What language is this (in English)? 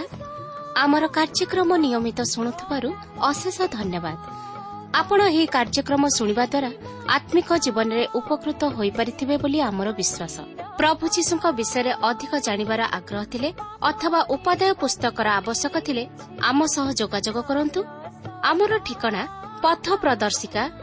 Odia